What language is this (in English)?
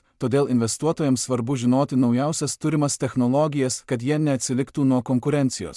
Lithuanian